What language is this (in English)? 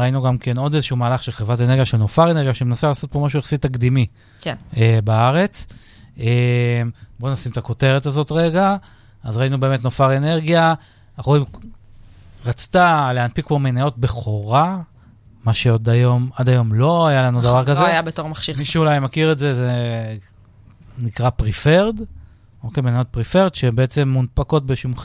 Hebrew